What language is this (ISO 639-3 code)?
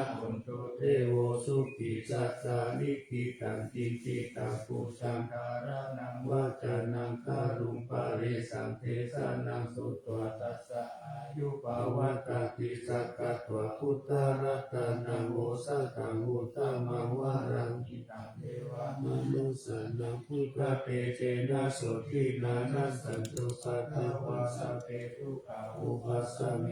pli